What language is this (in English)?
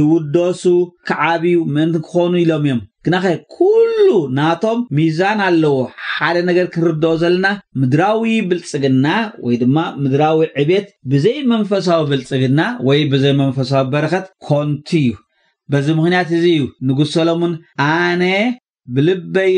Tigrinya